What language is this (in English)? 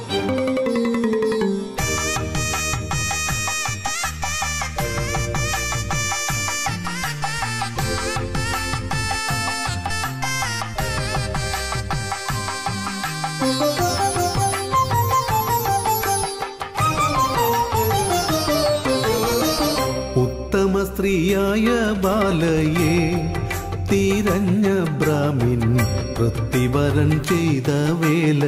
Malayalam